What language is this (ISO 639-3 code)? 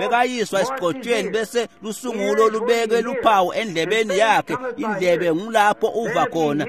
ssw